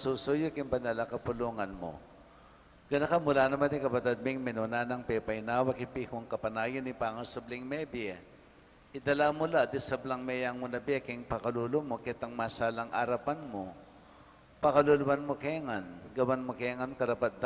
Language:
Pampanga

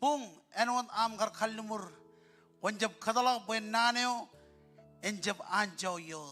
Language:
Marshallese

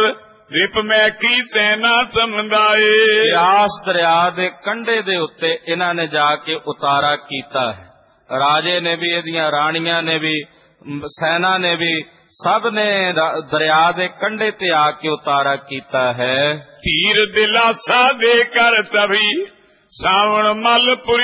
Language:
Punjabi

